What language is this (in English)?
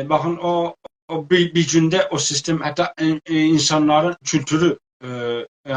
South Azerbaijani